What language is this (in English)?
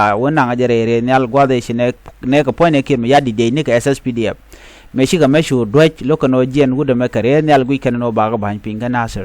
Nuer